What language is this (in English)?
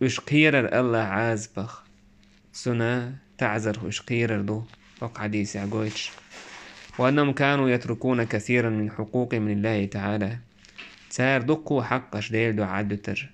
Chechen